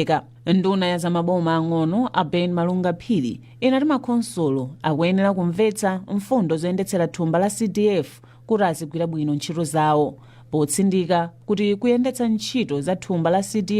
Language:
Nyanja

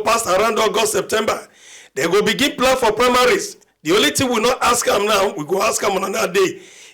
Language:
Nigerian Pidgin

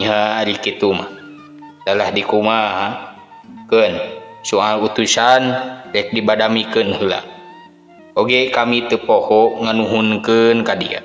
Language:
Sundanese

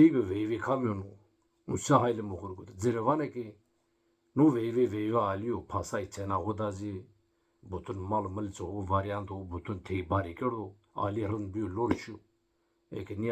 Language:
Zaza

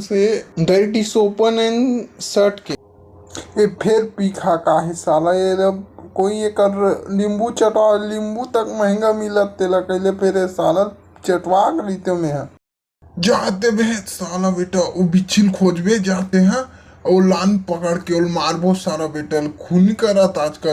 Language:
Chhattisgarhi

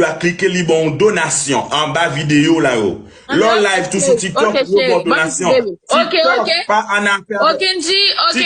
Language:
Haitian Creole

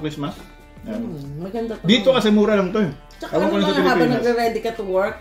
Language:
Filipino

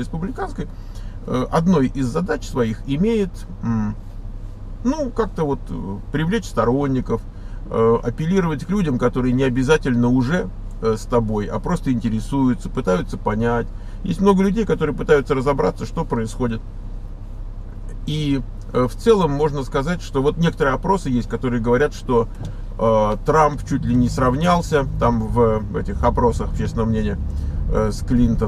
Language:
Russian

